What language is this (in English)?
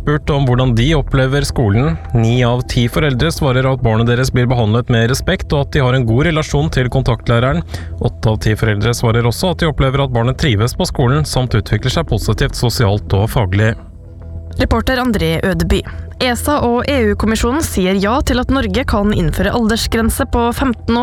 Norwegian